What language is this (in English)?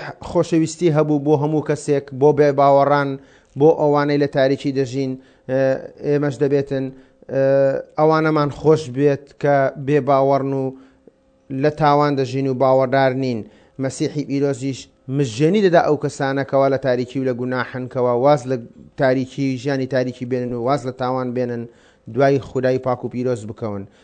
Central Kurdish